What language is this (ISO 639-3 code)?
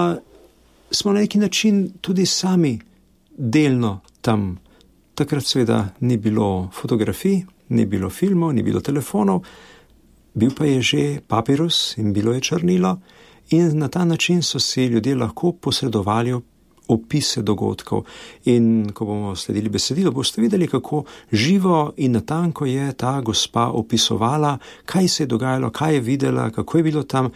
slv